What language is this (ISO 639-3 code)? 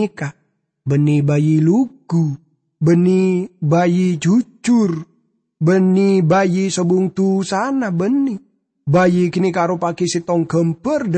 mad